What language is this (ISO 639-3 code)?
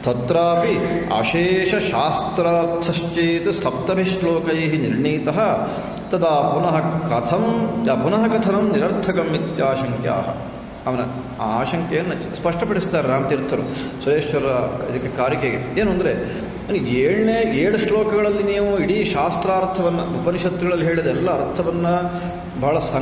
kan